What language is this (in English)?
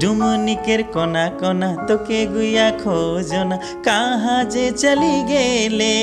Sadri